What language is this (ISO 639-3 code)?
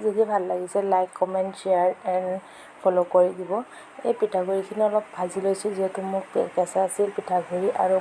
asm